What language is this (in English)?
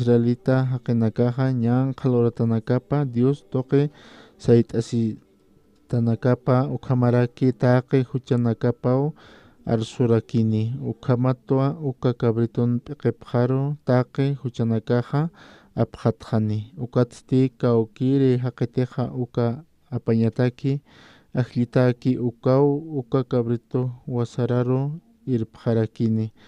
Aymara